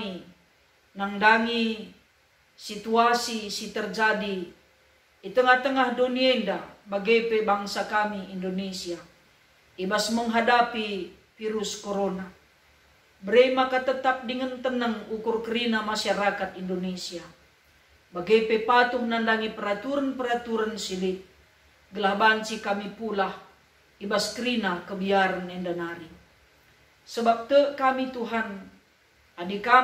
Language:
Batak Karo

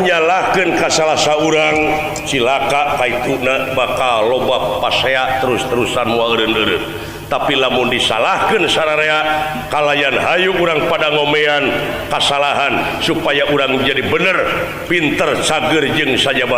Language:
Sundanese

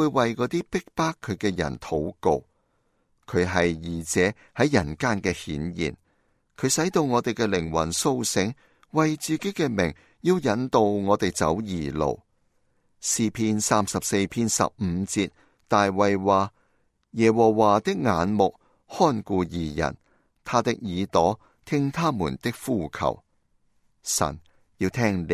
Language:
Cantonese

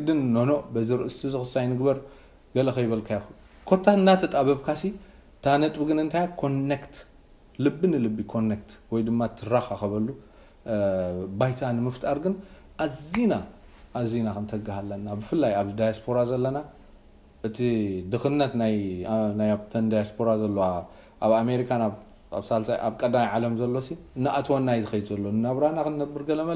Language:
Tigrinya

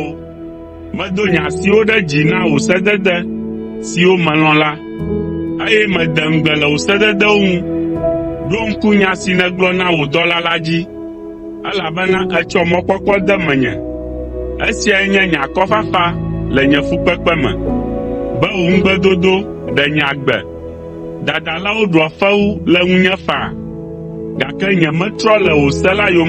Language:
Ewe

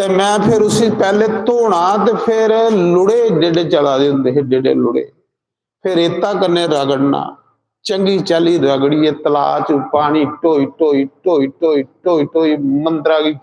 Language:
Dogri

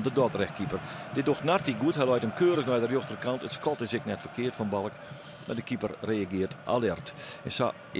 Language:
Western Frisian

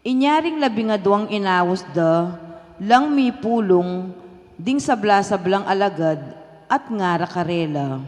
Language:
Pampanga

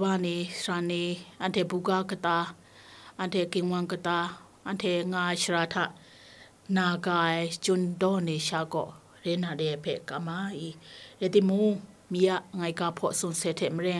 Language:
Kachin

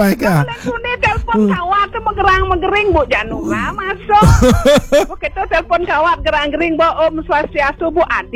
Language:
Balinese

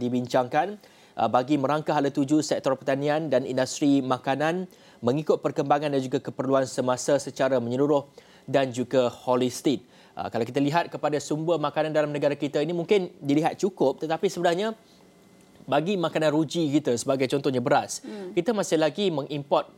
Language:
Malay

